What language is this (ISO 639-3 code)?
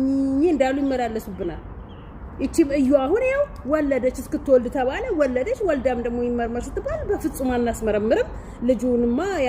amh